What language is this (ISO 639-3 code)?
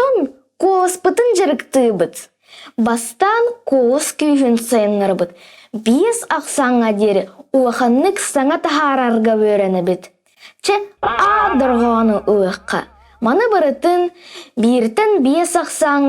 sah